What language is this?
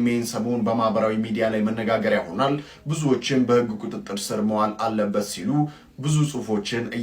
Amharic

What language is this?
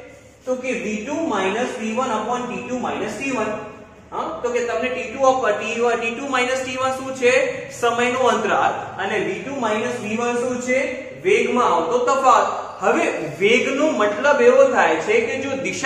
Gujarati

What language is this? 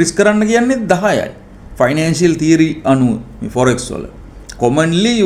Sinhala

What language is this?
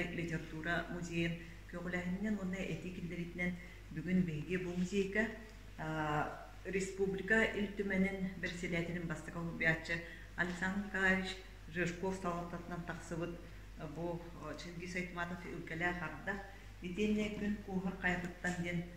Yakut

